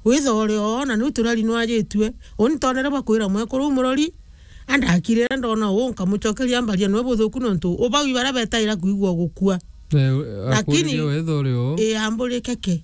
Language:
Meru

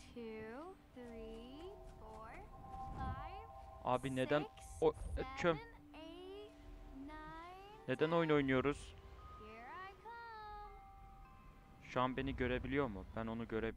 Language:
Turkish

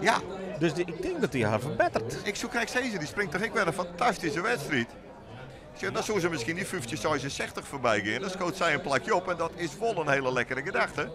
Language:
Western Frisian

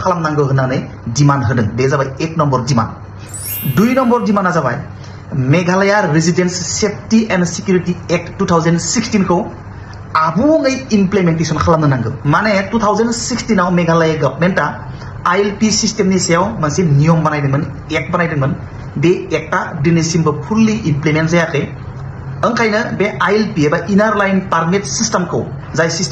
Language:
Bodo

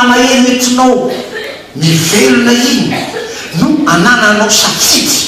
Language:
Malagasy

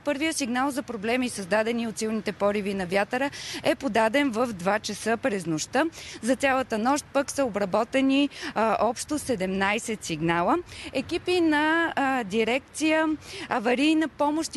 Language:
Bulgarian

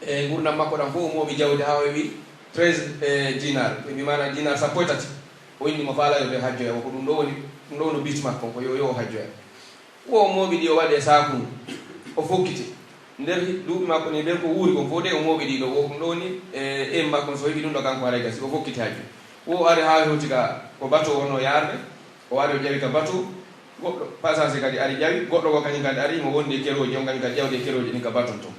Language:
Pular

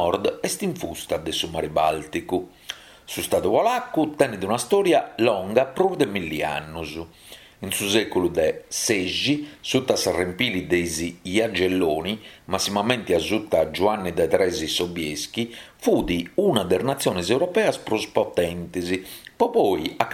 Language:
Sardinian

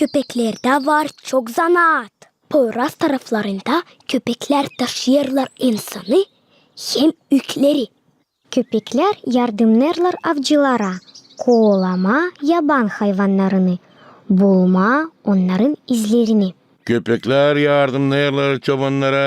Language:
Gagauz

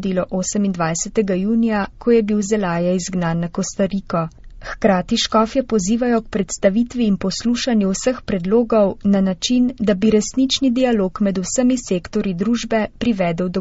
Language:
Slovenian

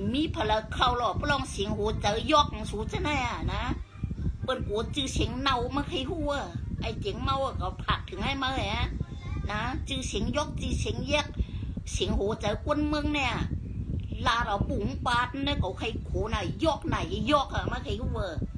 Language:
Shan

